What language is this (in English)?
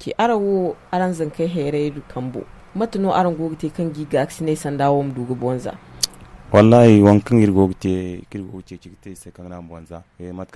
Zarma